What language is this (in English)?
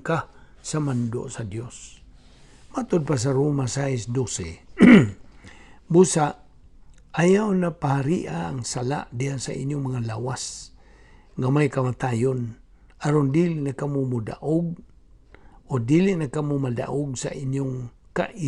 Cebuano